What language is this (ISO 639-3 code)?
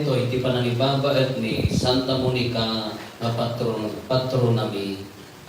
ilo